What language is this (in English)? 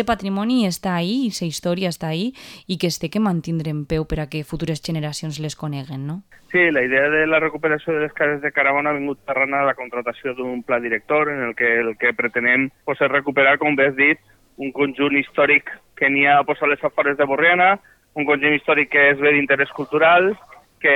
Catalan